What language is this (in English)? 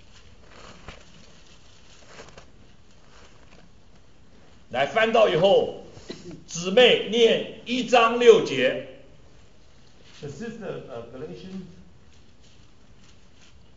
Chinese